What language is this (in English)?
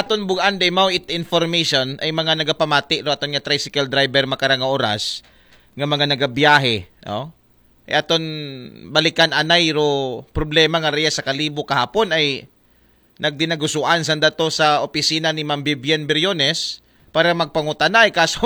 Aklanon